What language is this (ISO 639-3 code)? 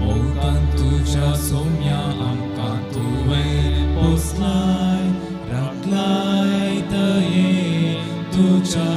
kok